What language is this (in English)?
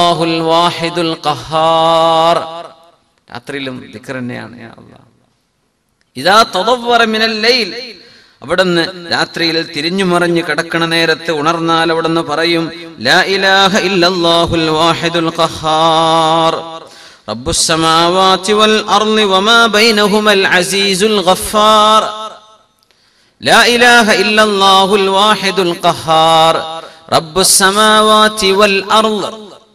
Malayalam